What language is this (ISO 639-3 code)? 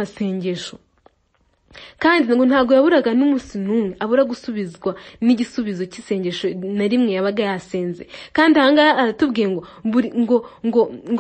kin